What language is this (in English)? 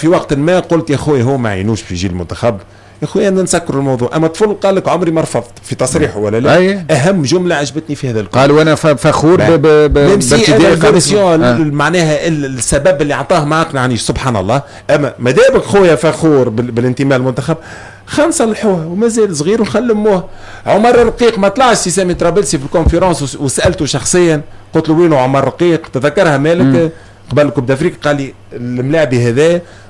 Tunisian Arabic